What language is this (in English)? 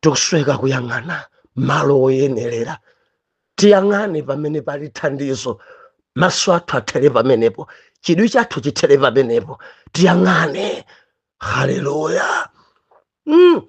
Nyanja